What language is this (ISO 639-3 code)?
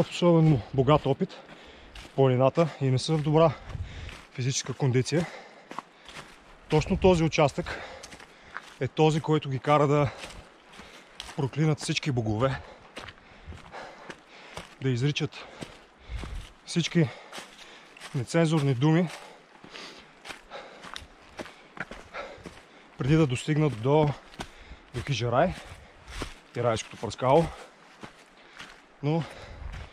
bul